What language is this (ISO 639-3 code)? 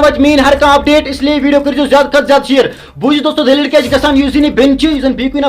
kas